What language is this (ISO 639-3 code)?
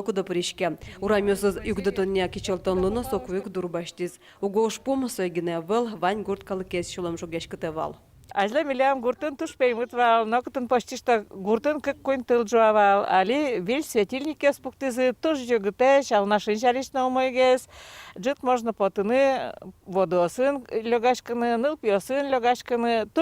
udm